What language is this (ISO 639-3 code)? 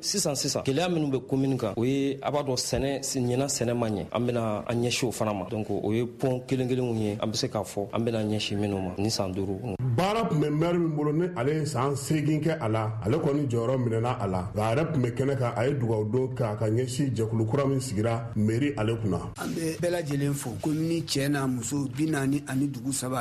bam